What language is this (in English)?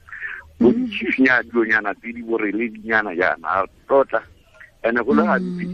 Tswana